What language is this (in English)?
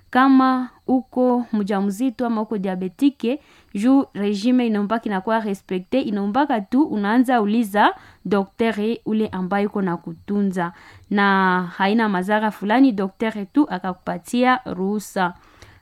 Swahili